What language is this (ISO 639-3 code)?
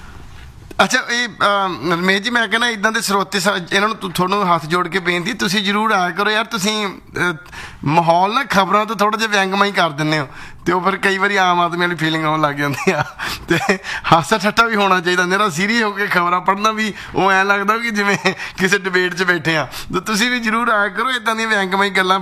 pan